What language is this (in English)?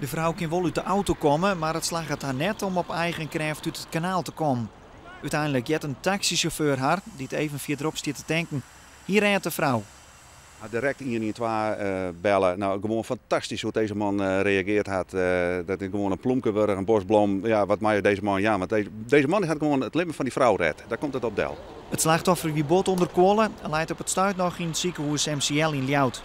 Western Frisian